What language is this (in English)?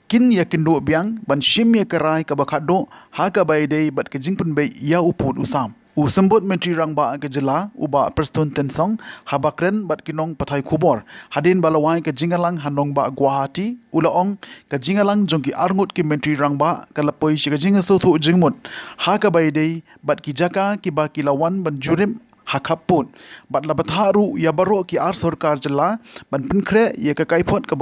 Khasi